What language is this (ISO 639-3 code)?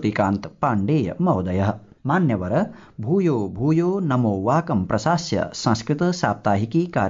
san